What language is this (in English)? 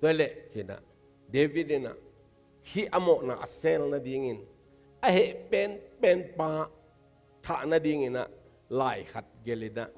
Tedim Chin